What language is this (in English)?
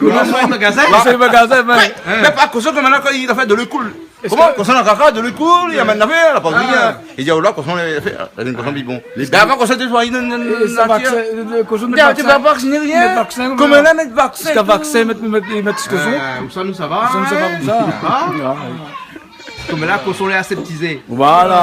Réunion Creole French